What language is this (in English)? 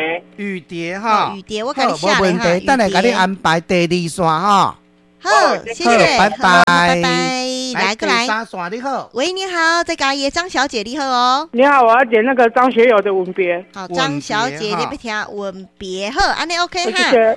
Min Nan Chinese